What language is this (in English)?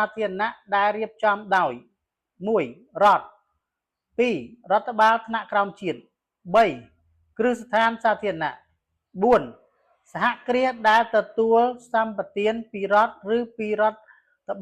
Khmer